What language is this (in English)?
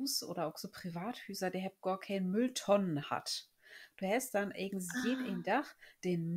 Low German